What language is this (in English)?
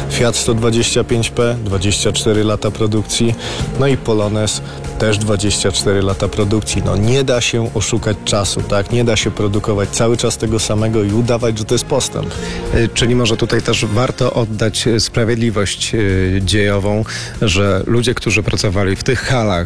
Polish